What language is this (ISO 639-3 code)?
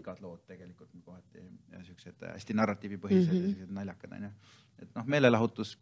est